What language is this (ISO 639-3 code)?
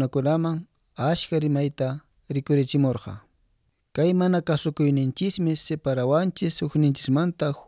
que